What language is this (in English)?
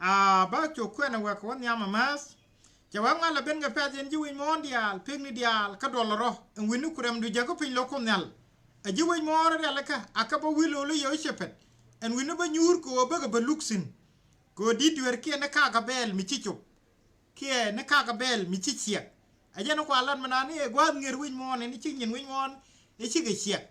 Nuer